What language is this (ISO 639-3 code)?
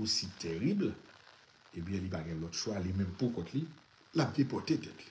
hat